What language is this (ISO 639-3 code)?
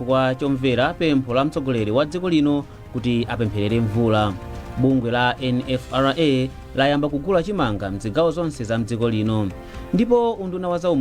nya